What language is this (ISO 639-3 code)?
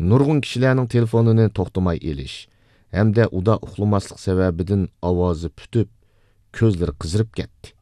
uig